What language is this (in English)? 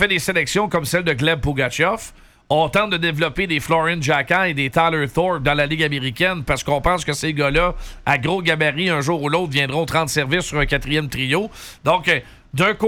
French